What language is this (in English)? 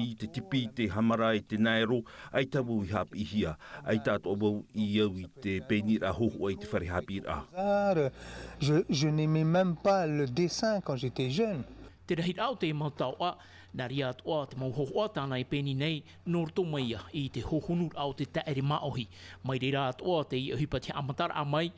Tahitian